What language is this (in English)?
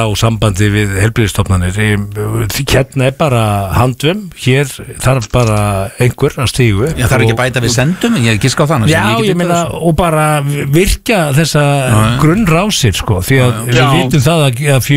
Icelandic